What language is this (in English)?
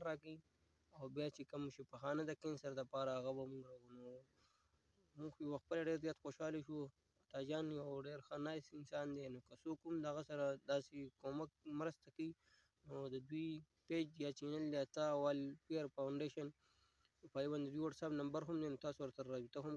Pashto